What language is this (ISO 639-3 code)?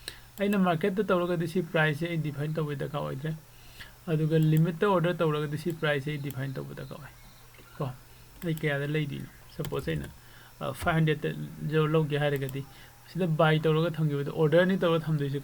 mni